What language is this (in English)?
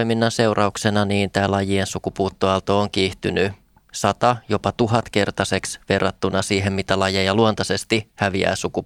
Finnish